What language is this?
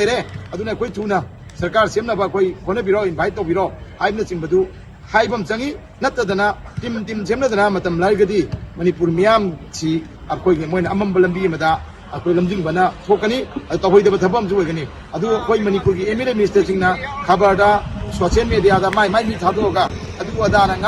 Manipuri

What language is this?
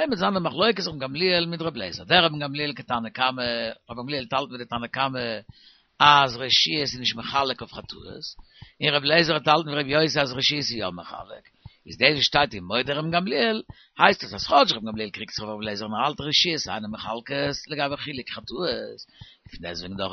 Yiddish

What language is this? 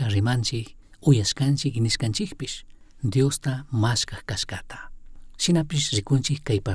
Chimborazo Highland Quichua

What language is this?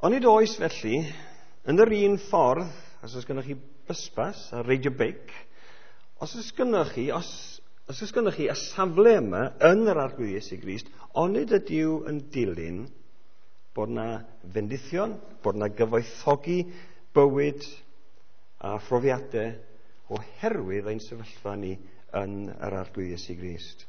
Welsh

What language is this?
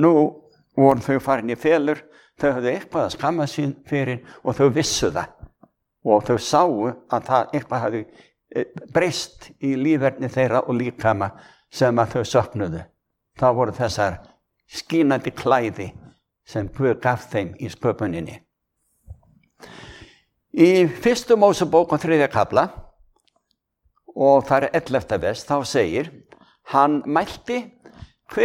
Icelandic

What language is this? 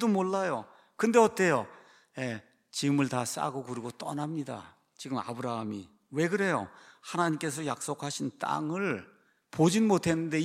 Korean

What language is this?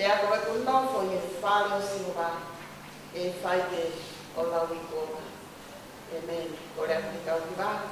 Tongan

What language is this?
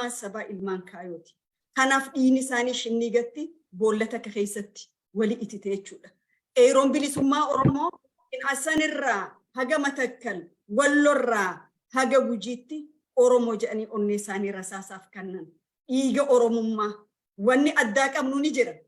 Oromo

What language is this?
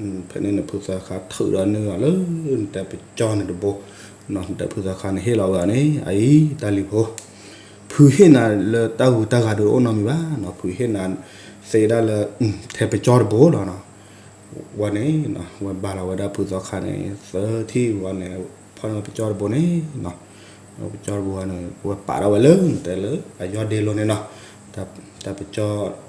S'gaw Karen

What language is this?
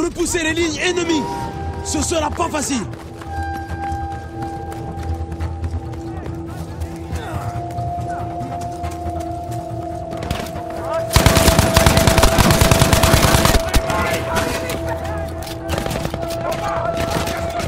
French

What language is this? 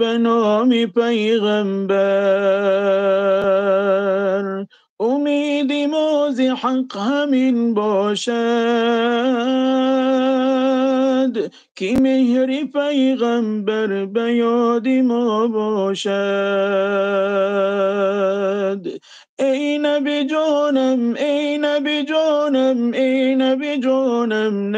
Tajik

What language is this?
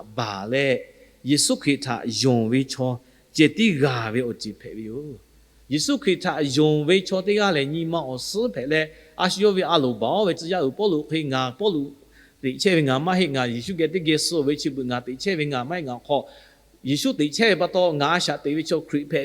Lahu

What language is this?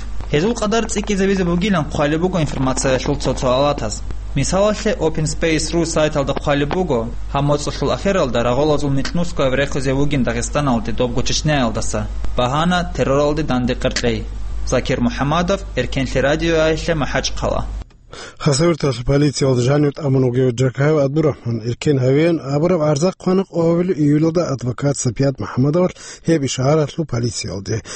Avaric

